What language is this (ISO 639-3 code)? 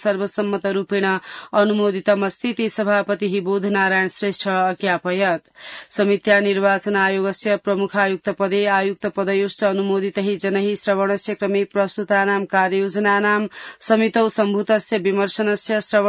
san